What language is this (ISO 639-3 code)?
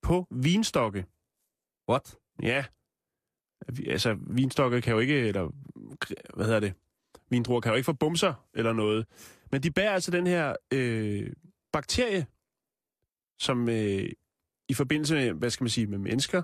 dan